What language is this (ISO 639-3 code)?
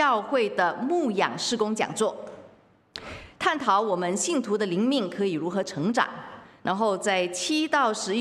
zho